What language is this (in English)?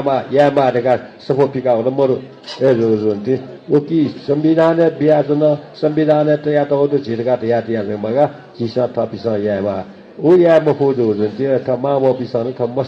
Newari